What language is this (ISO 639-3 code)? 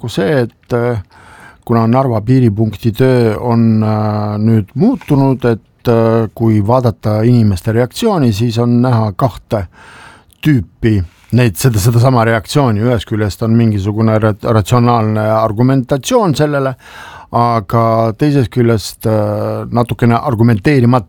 est